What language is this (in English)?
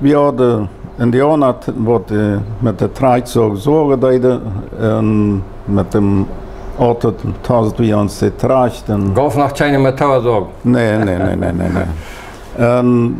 Plautdietsch